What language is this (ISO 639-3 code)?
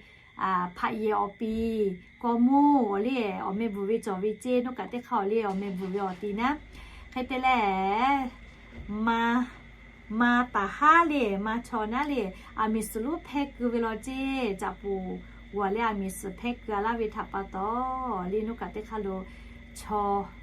lhu